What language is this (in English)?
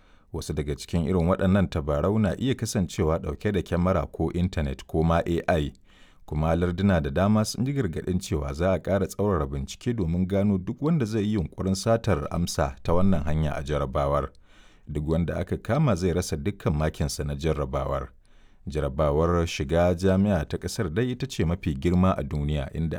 Hausa